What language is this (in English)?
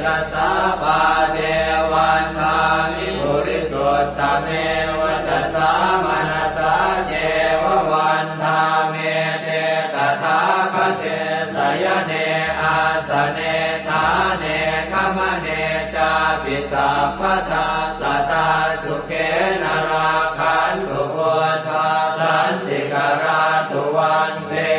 Pali